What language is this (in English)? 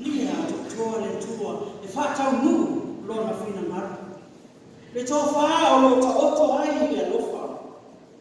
Samoan